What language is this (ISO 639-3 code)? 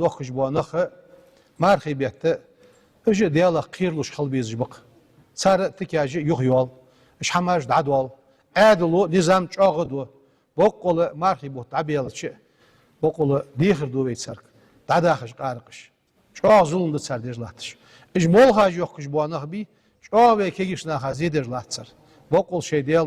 inh